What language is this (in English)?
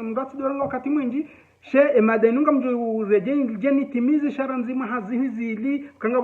Ngazidja Comorian